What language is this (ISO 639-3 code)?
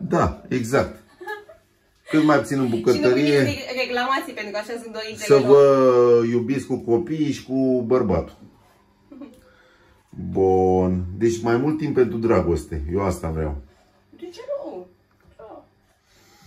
ron